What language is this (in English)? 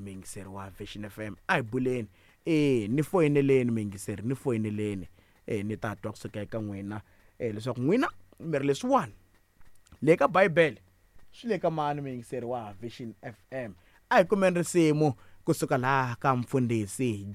Tsonga